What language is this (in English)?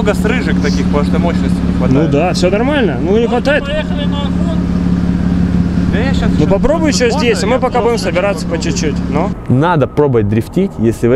Russian